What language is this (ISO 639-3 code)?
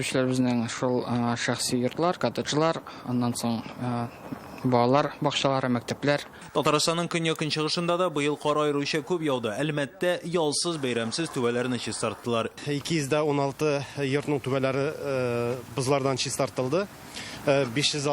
tat